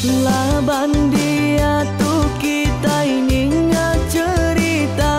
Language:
Iban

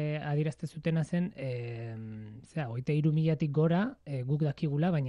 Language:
Basque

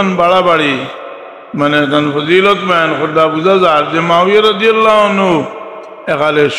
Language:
Sylheti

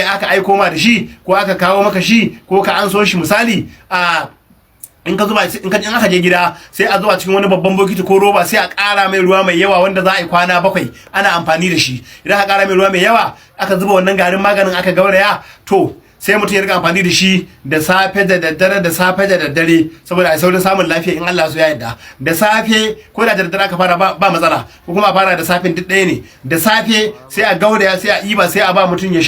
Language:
Hausa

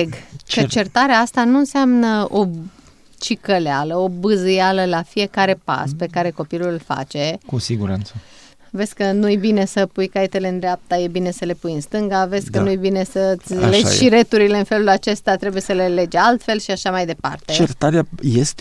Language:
Romanian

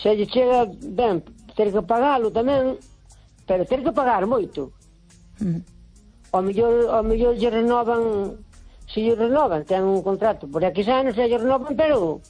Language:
Galician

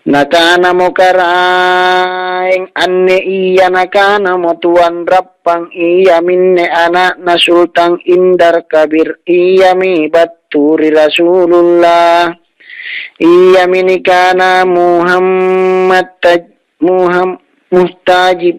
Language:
Makasar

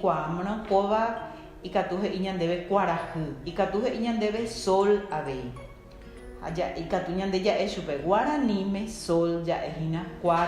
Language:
Guarani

